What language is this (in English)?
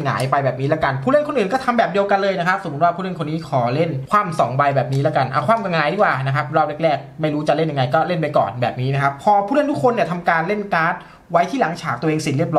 Thai